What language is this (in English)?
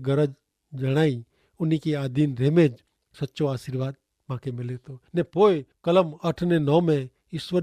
Kachhi